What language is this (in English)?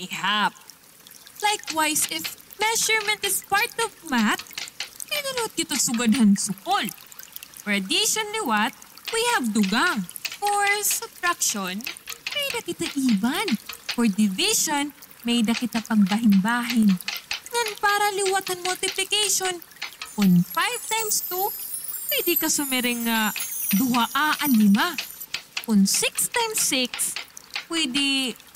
Waray